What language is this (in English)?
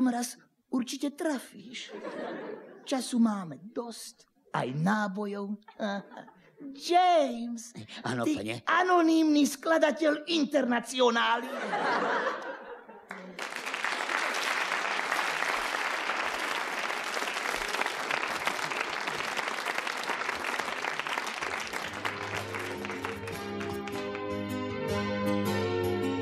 Slovak